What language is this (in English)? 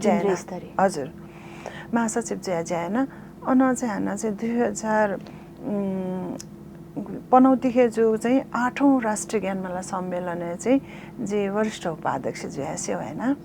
Newari